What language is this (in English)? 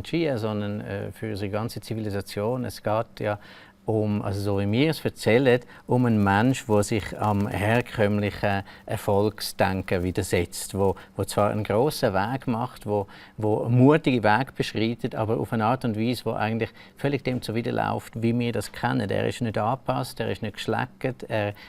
Romansh